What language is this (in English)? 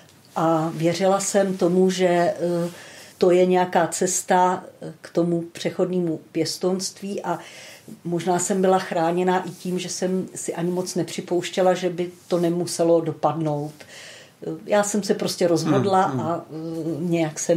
Czech